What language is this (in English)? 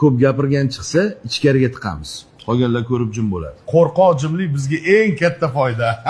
Uzbek